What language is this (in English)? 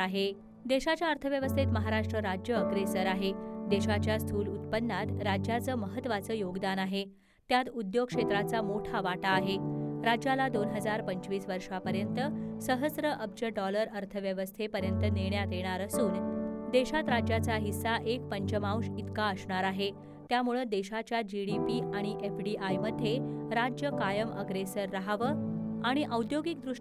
Marathi